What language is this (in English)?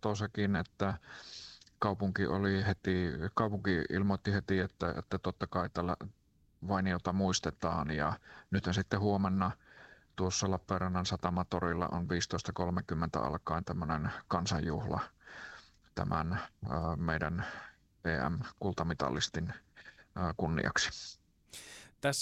Finnish